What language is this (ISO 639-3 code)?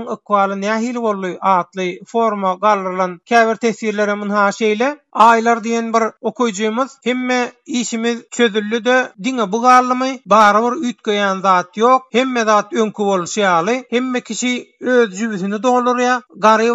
tuk